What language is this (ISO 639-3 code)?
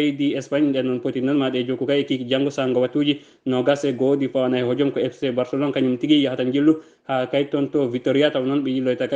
ful